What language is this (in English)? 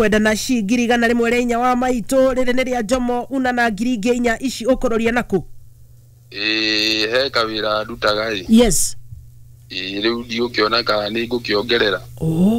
Kikuyu